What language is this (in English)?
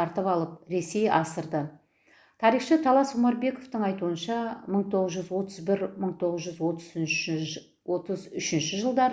Kazakh